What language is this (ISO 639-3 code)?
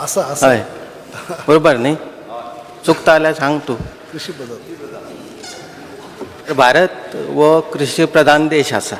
kok